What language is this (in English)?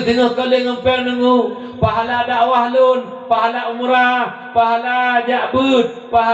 Achinese